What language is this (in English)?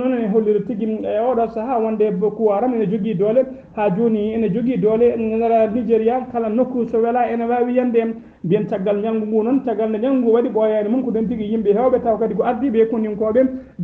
Fula